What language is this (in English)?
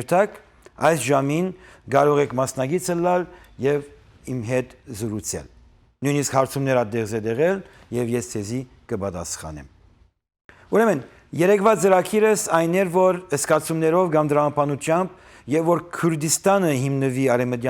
Western Armenian